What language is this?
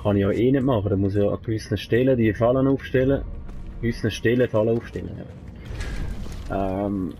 Swiss German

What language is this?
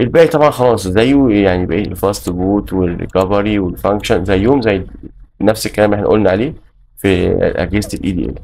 Egyptian Arabic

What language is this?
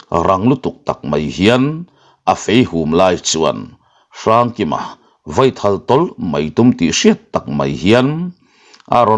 Mizo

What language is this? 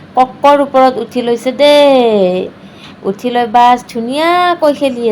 Assamese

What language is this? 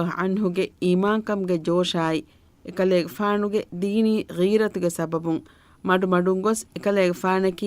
Divehi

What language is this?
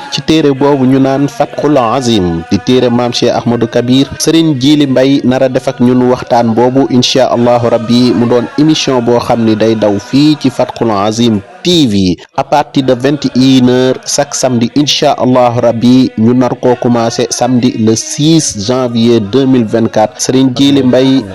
Wolof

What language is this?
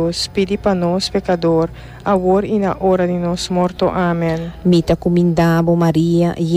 Papiamento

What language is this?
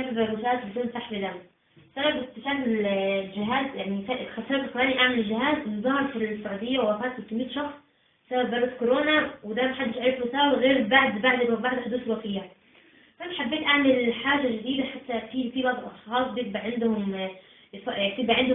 Egyptian Arabic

